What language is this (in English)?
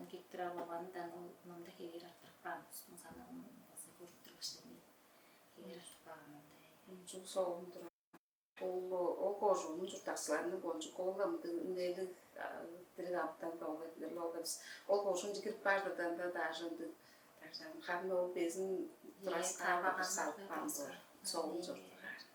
Tuvinian